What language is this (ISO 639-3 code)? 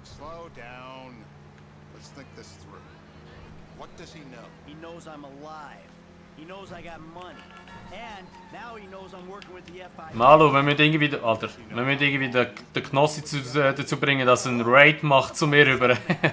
gsw